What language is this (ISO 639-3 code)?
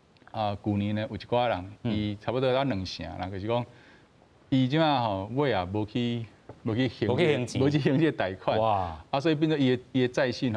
nan